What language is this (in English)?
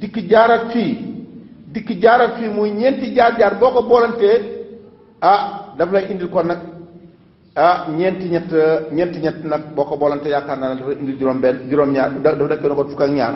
Wolof